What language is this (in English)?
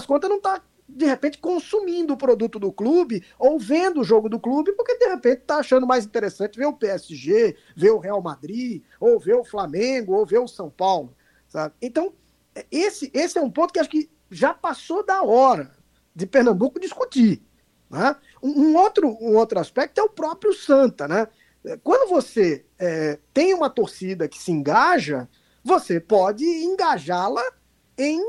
Portuguese